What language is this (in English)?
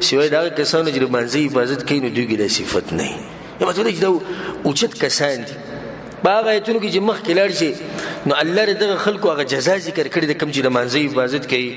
Pashto